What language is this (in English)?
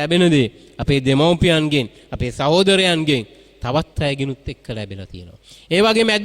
Sinhala